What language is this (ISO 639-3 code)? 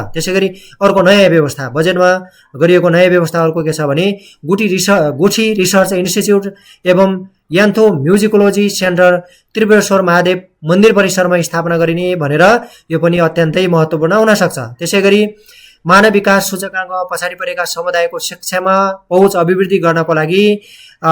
nep